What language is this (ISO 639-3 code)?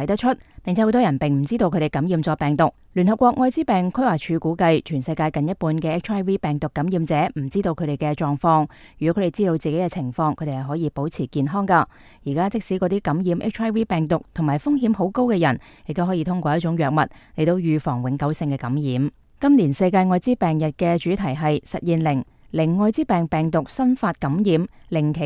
yue